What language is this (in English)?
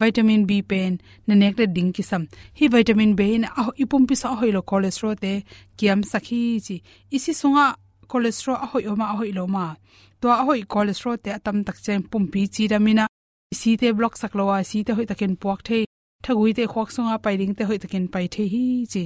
Tedim Chin